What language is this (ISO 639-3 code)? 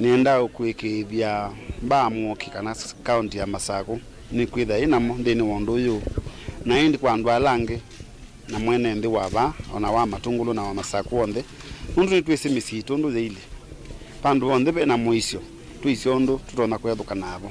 kam